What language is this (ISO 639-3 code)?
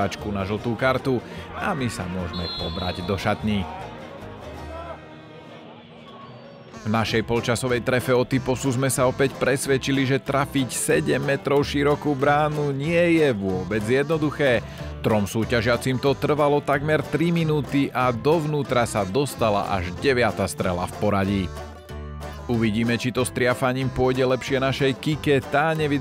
slk